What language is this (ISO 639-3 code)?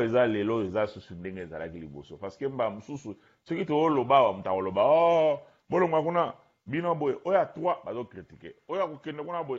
lin